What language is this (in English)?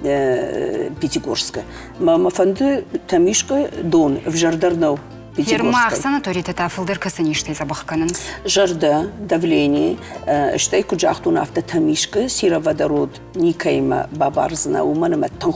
Ossetic